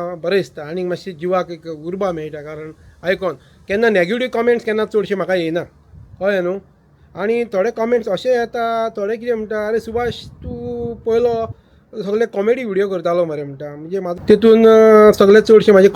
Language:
Konkani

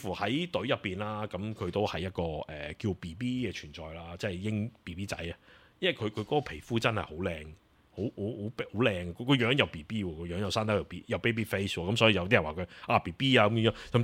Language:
Cantonese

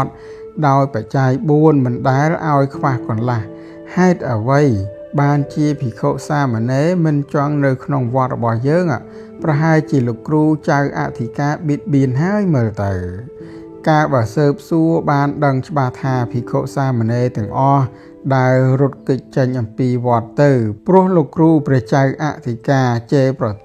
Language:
Khmer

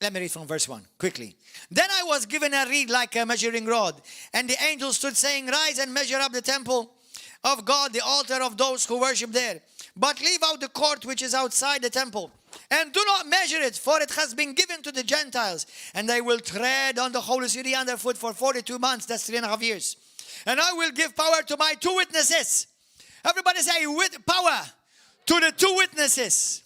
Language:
English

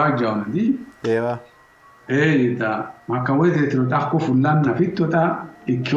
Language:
Sidamo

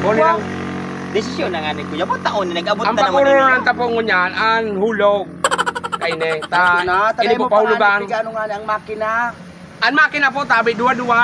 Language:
Bikol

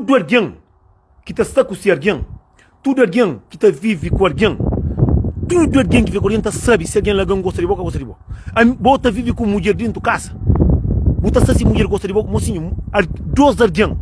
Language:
Kabuverdianu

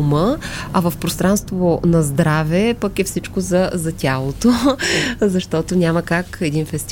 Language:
Bulgarian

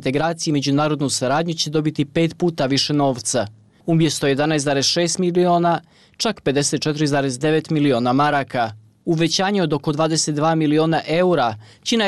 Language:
Bosnian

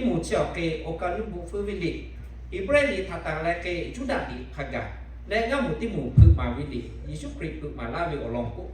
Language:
Lahu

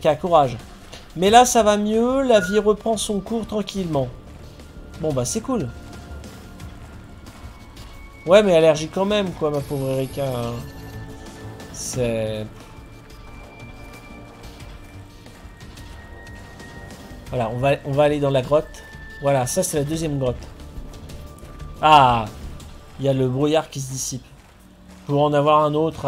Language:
French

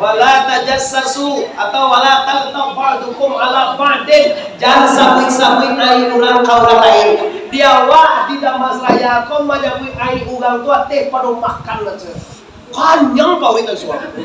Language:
Minangkabau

